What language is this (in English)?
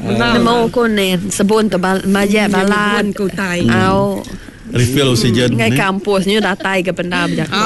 Iban